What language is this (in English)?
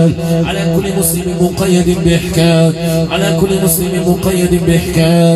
Arabic